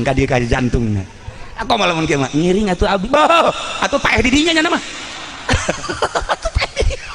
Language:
Sundanese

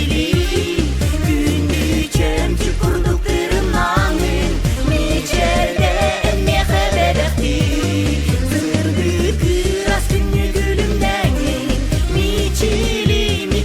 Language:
Yakut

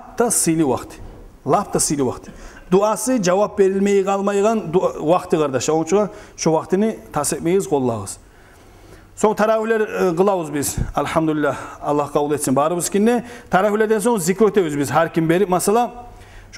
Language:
Kumyk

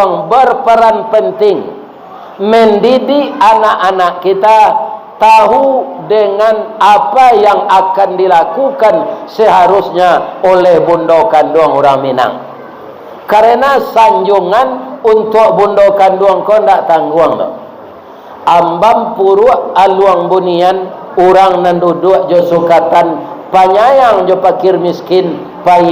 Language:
Minangkabau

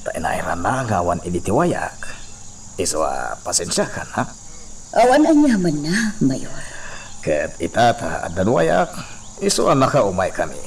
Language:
Iloko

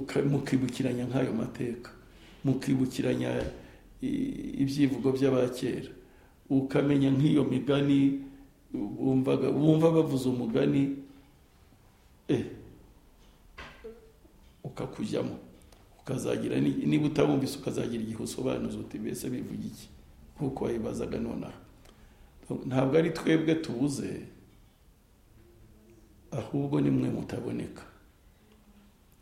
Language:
Kinyarwanda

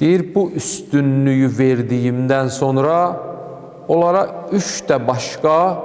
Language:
Azerbaijani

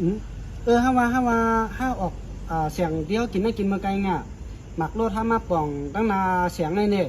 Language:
Shan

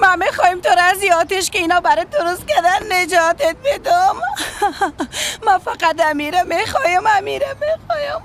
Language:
Persian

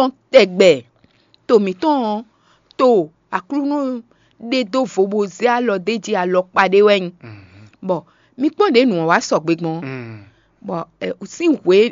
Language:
Fon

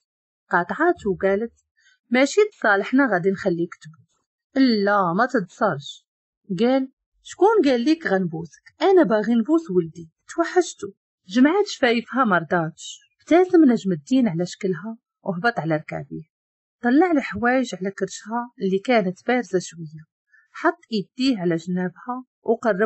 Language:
Moroccan Arabic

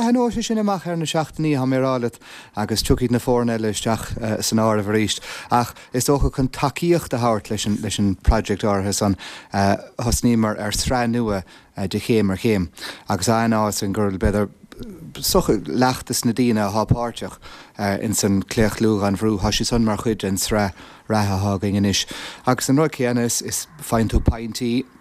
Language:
Irish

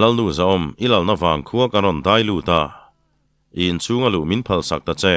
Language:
Mizo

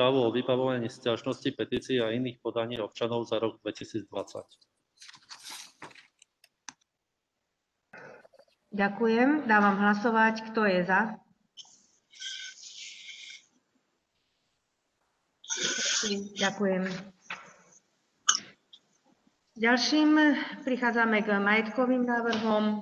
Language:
Slovak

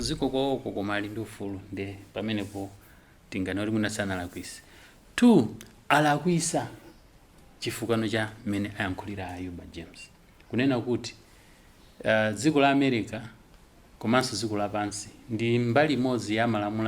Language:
Nyanja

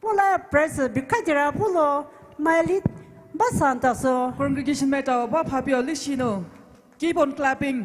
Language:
Poumei Naga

